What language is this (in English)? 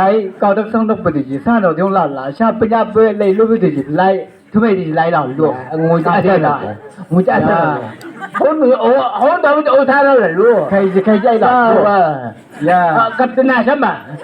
Chang Naga